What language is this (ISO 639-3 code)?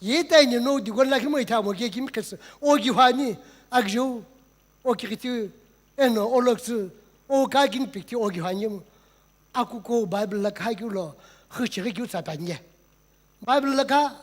nsm